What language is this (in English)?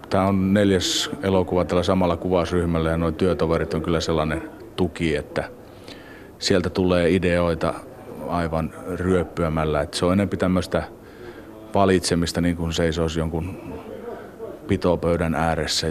Finnish